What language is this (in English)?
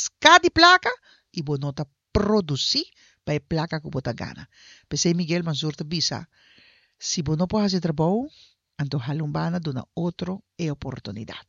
Papiamento